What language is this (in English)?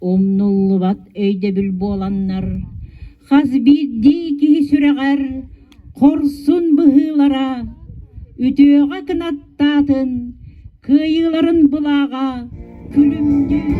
Yakut